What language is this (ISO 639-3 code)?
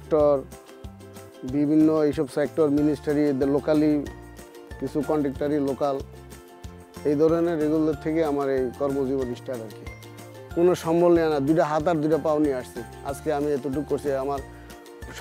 ben